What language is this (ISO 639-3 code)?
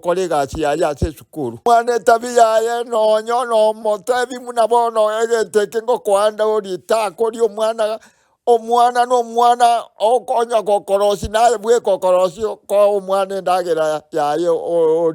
guz